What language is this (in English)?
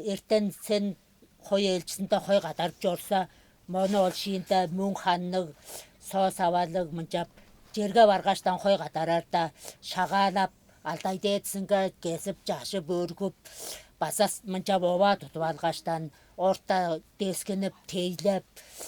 Tuvinian